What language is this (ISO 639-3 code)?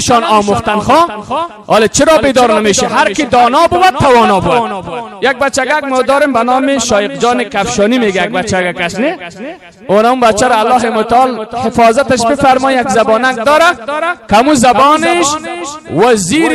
fas